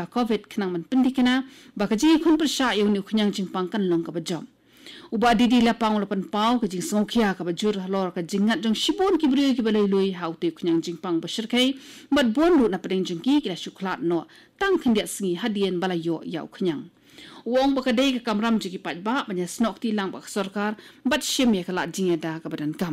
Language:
Khasi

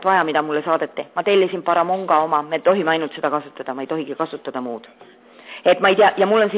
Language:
Estonian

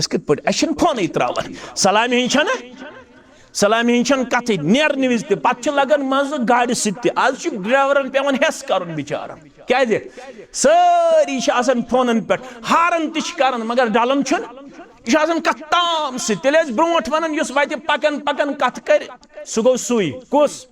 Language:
Kashmiri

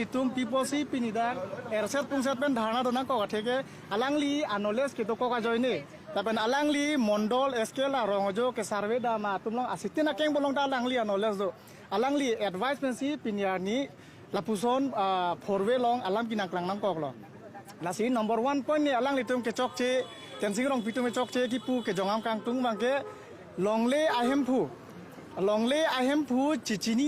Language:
Karbi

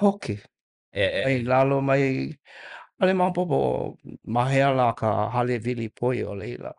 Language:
Hawaiian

